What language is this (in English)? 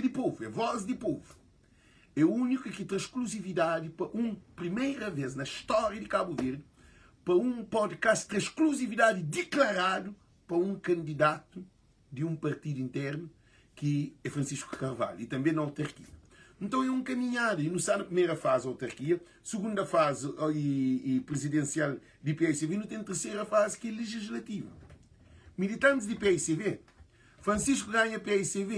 Kabuverdianu